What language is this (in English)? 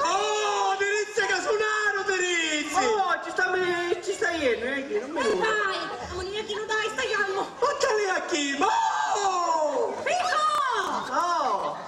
Sicilian